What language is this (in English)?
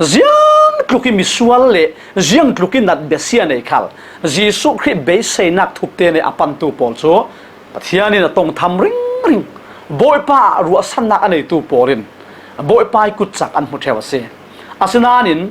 Falam Chin